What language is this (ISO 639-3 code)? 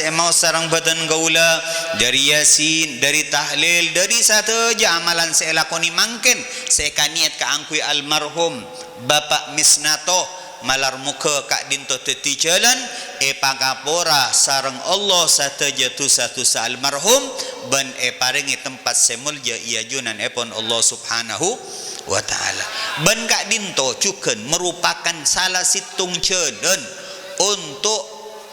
mad